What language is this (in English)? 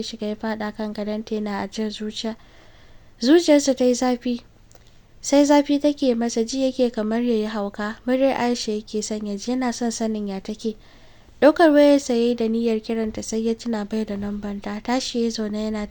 Hausa